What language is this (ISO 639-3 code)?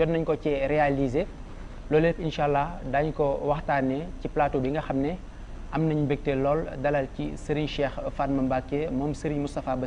wol